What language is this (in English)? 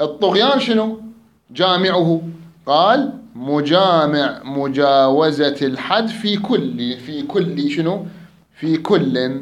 Mesopotamian Arabic